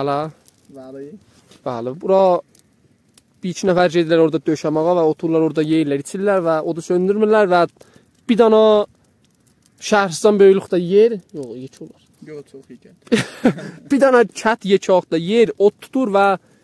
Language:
South Azerbaijani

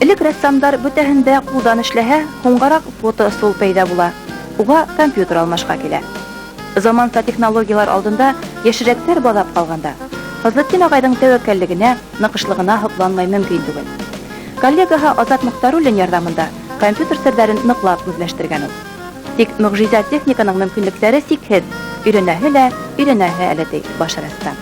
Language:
Bashkir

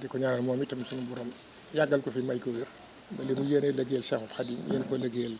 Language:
Wolof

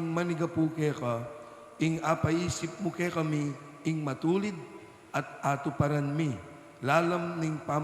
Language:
Pampanga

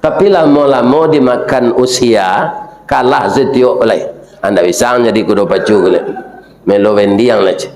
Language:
Minangkabau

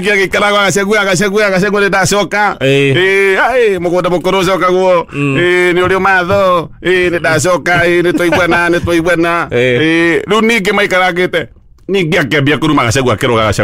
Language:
Kikuyu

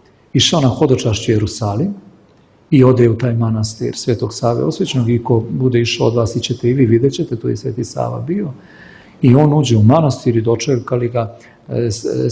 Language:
Serbian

